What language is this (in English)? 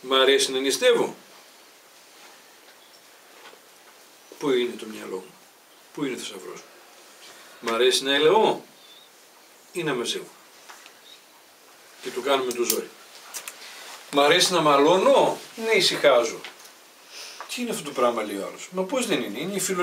Greek